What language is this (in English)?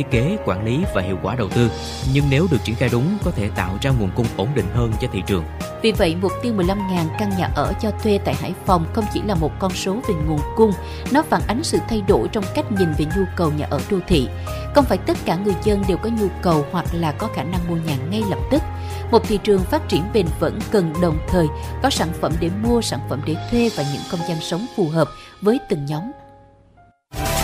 Vietnamese